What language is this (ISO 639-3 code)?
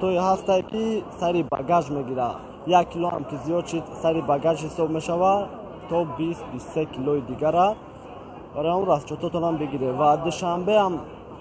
tgk